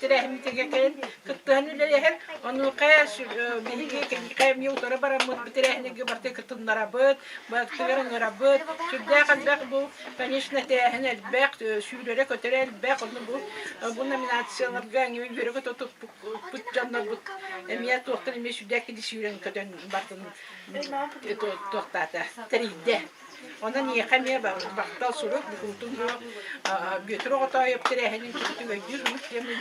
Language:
Yakut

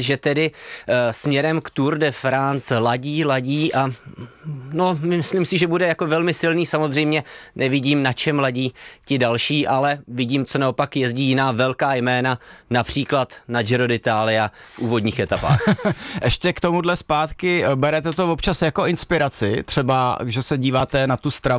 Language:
Czech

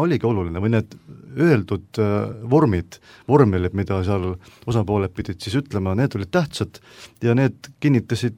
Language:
Estonian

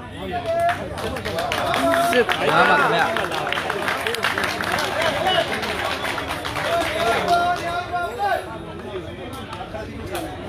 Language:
Burmese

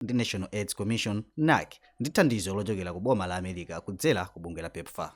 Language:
Nyanja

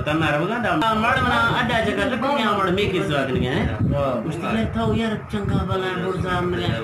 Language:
Eastern Balochi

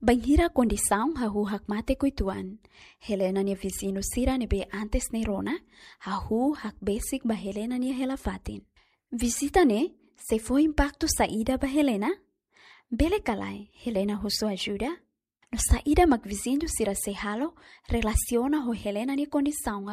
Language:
Tetum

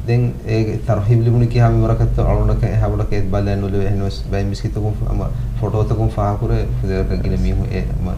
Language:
Divehi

